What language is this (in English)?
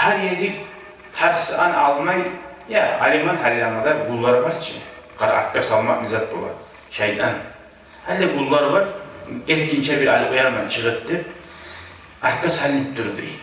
Kumyk